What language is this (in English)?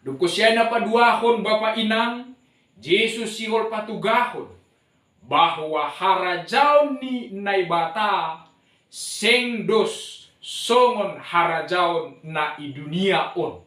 Batak Simalungun